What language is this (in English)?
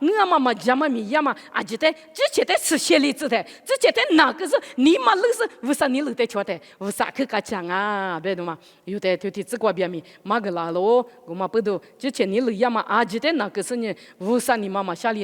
Lisu